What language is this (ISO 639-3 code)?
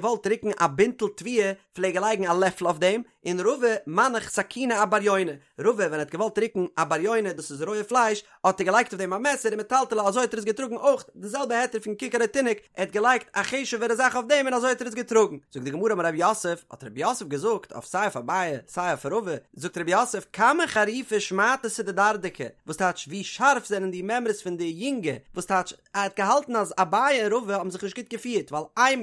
yid